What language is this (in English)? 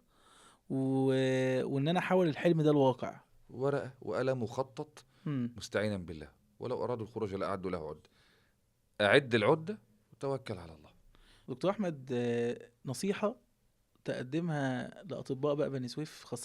Egyptian Arabic